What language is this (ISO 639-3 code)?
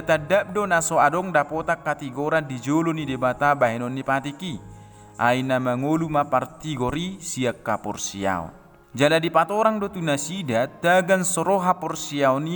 bbc